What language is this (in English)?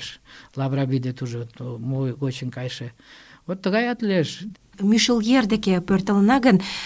Mari